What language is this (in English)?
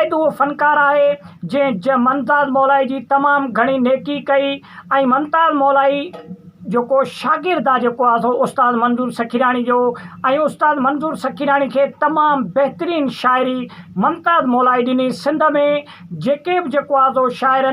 Sindhi